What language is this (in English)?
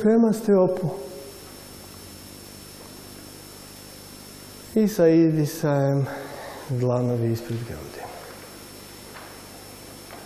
Croatian